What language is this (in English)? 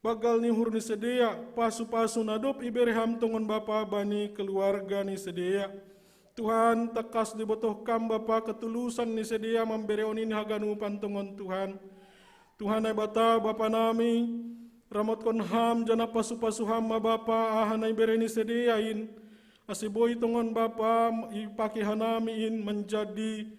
Batak Simalungun